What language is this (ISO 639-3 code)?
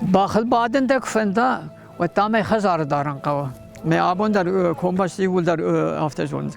oss